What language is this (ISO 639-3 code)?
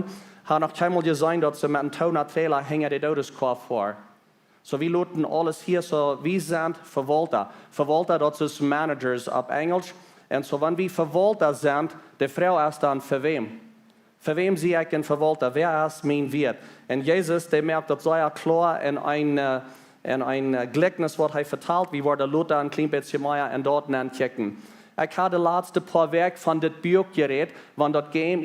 pdt